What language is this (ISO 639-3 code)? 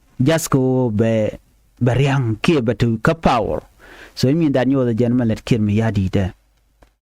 nus